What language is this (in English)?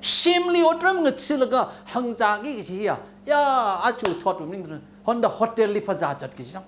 Tangkhul Naga (India)